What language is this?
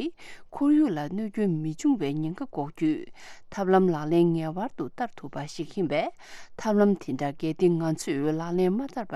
Tibetan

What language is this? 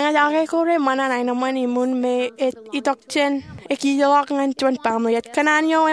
Marshallese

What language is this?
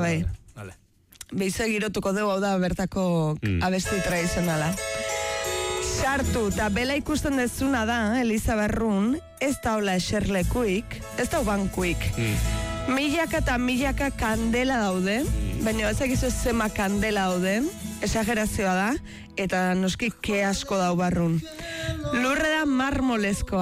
Basque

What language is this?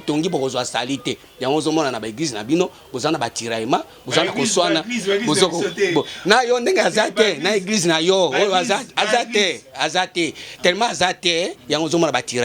Lingala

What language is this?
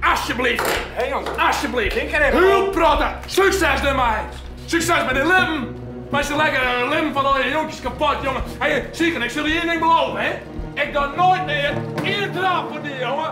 Western Frisian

